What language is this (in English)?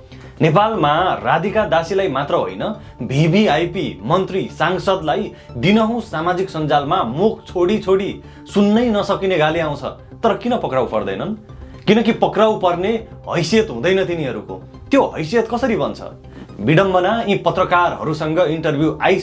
Nepali